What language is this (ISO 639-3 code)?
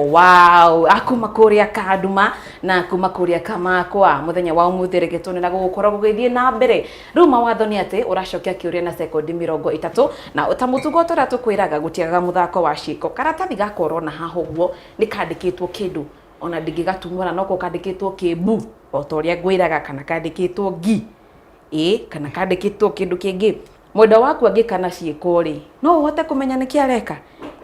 kik